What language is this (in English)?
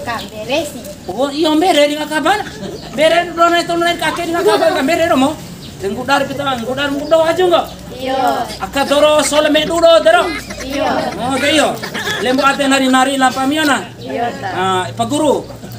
Bima